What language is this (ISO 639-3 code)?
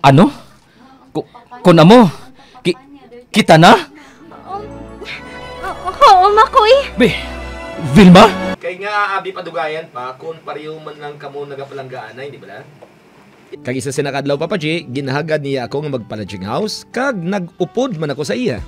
hil